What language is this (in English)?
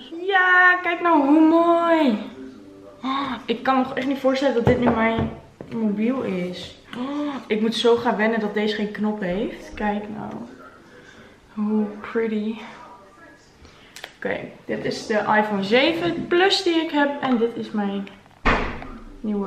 Dutch